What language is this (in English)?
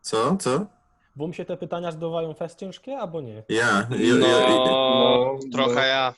Silesian